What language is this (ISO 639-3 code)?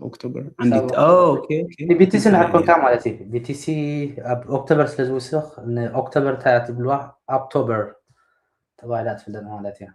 tir